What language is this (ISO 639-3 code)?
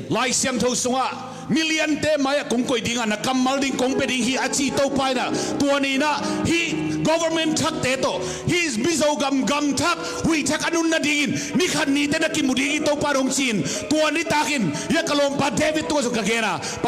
ctd